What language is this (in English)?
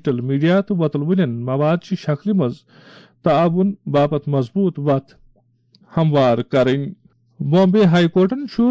Kashmiri